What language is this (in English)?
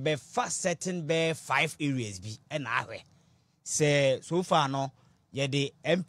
Akan